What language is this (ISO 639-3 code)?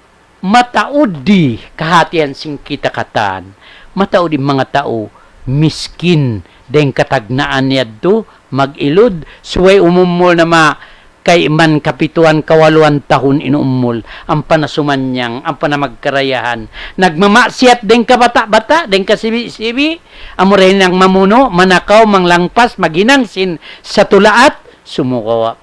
tsg